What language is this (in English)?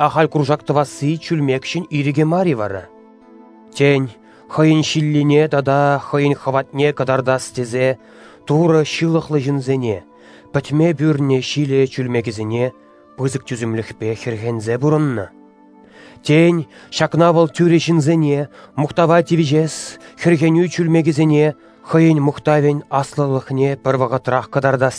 Chuvash